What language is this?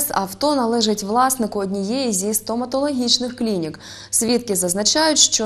Ukrainian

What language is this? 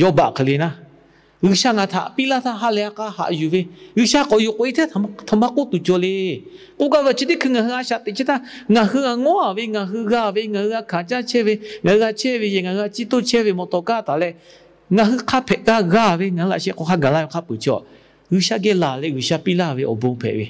Lahu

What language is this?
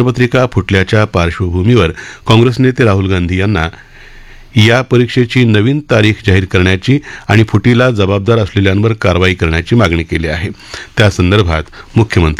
Marathi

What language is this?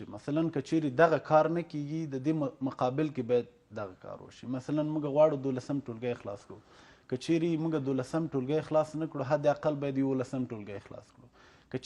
Pashto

